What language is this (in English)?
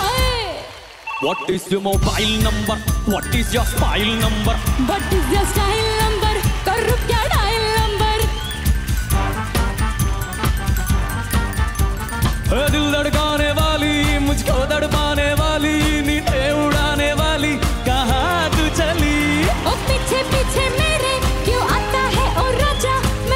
Hindi